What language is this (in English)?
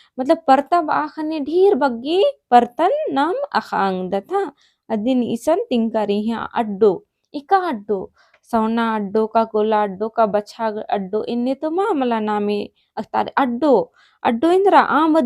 Kurukh